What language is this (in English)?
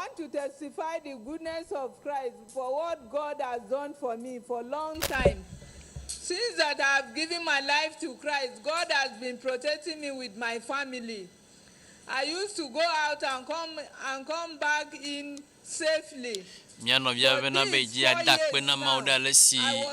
Ewe